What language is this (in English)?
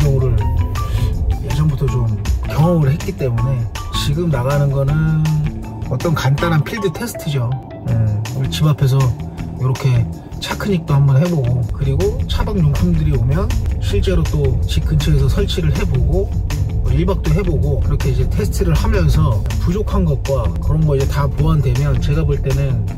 Korean